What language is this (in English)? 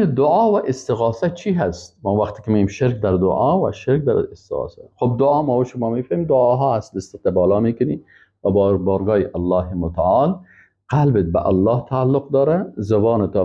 Persian